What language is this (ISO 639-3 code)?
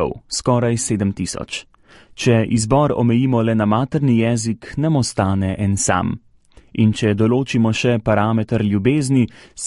slv